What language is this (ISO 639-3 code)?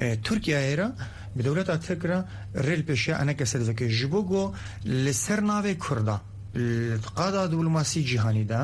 kur